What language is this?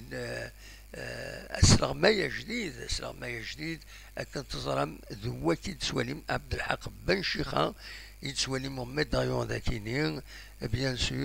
Kabyle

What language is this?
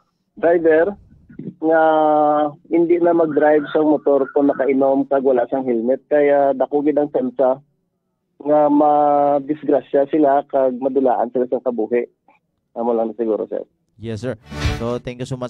Hiligaynon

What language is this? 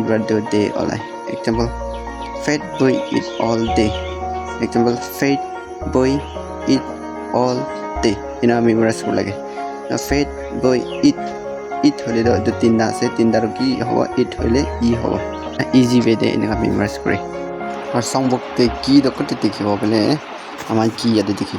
Naga Pidgin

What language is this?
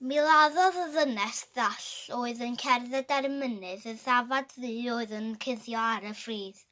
Welsh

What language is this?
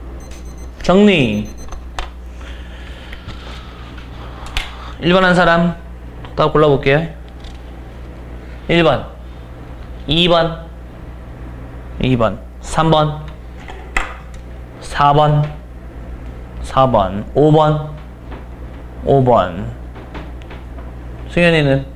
Korean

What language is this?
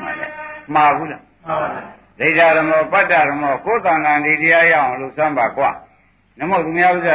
Burmese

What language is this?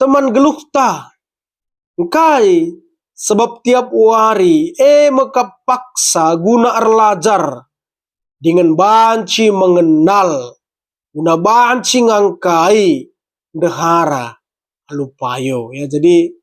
Batak Karo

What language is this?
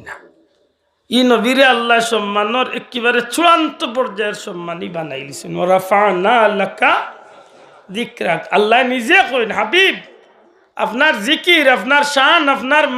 Sylheti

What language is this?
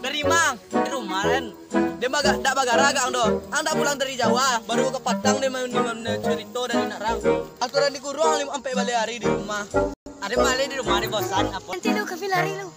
Minangkabau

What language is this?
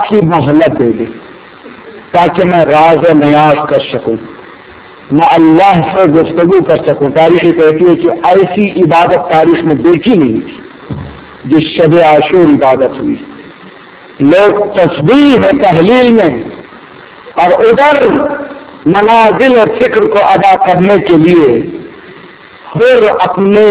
Urdu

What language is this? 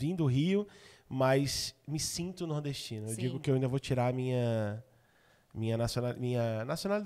Portuguese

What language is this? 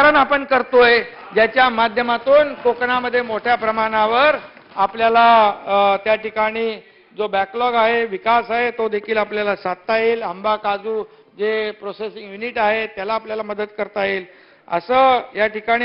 Marathi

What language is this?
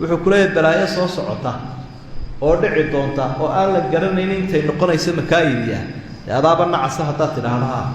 Somali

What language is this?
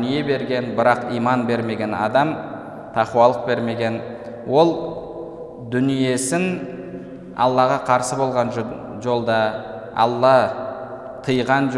Kazakh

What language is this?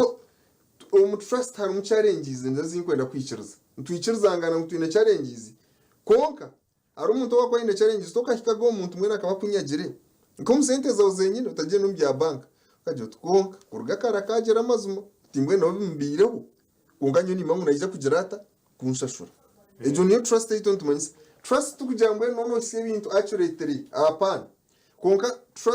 Nyankole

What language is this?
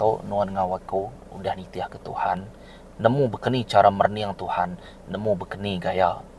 Iban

